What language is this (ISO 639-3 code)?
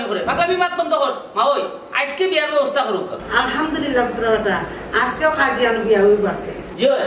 syl